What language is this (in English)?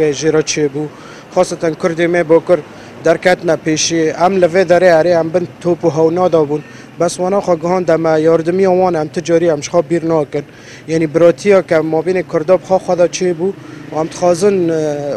Kurdish